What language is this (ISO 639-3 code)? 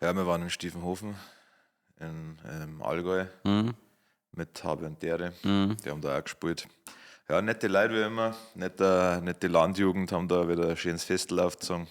bar